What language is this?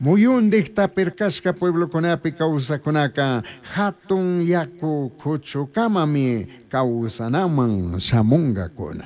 Chimborazo Highland Quichua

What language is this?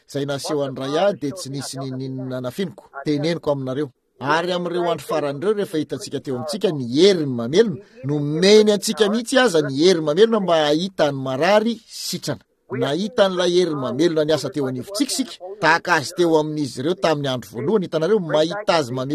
Malagasy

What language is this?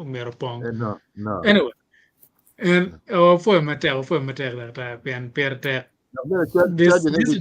Acoli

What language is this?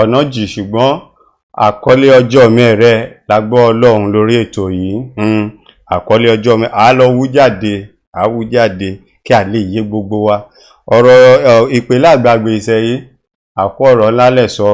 Yoruba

